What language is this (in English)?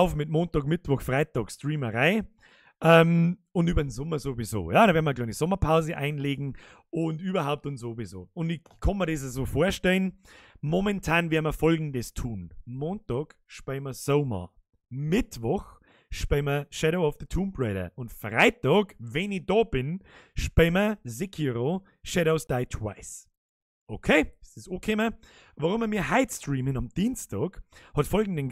Bavarian